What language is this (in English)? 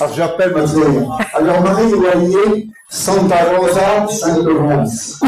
Breton